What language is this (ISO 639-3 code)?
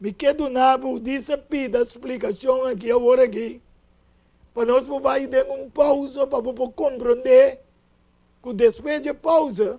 pap